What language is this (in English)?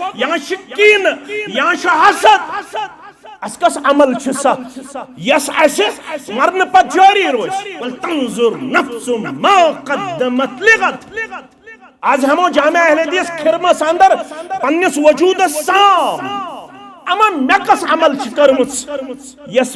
Kashmiri